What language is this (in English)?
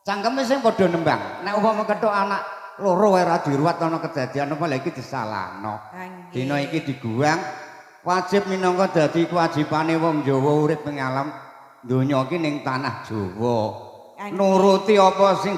Javanese